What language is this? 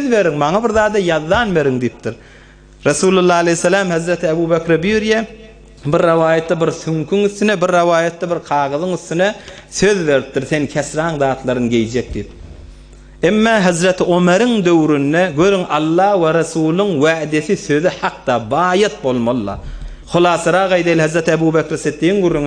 Turkmen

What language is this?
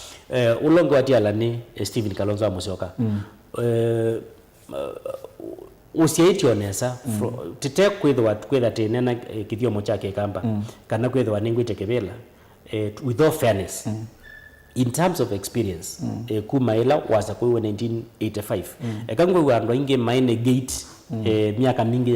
Kamba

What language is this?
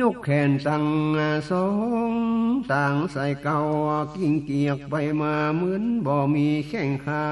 Northern Thai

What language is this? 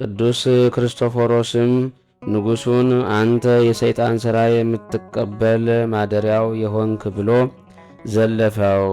Amharic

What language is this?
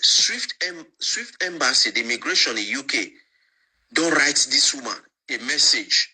Nigerian Pidgin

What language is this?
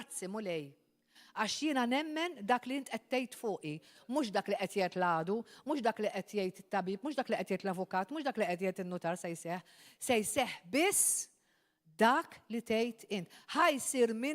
Maltese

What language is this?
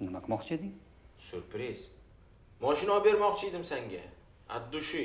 Uzbek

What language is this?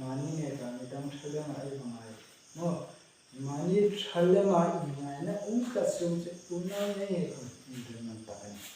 Hmar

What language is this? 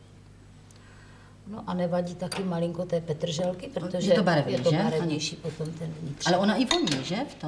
Czech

